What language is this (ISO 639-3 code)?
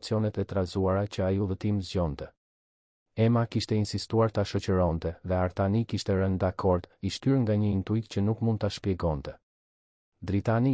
sqi